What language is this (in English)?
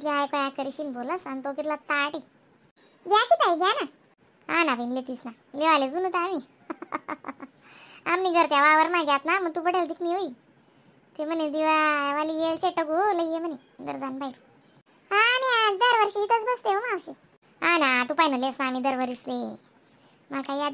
Khandesi